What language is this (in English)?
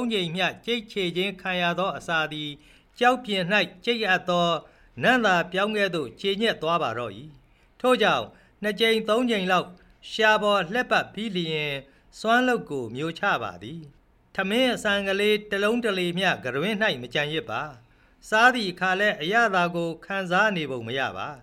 Burmese